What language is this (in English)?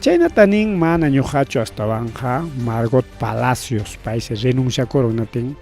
Ayacucho Quechua